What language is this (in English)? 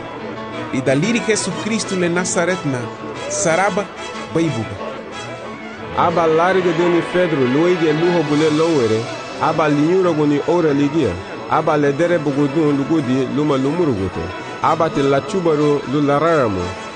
Garifuna